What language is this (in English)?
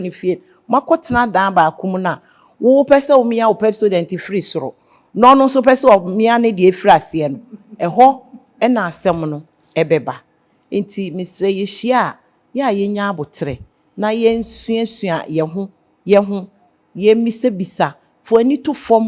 Akan